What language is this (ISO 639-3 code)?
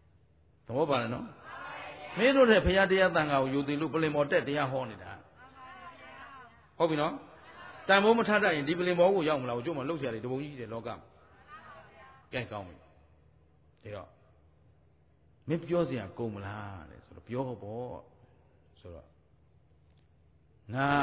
mya